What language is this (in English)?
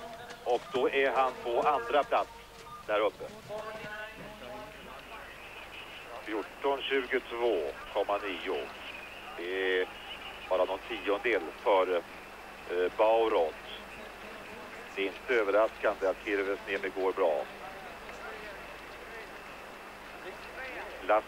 Swedish